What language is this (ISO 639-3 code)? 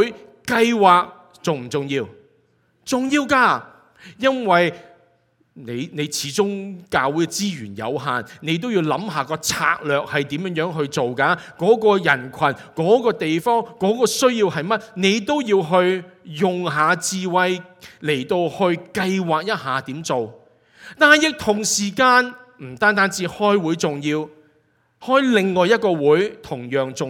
yue